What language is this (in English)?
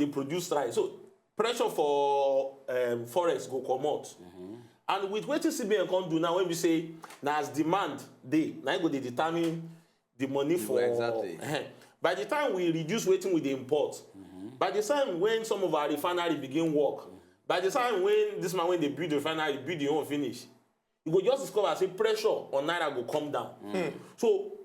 Nigerian Pidgin